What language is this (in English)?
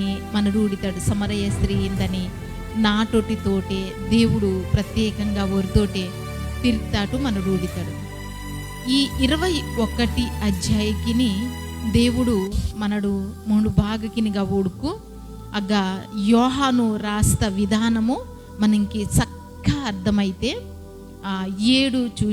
Koya